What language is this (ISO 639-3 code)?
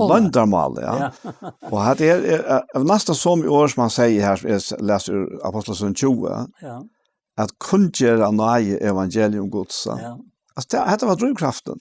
fao